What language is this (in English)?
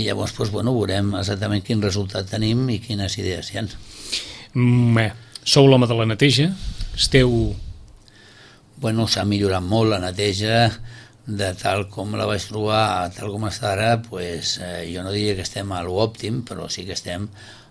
Catalan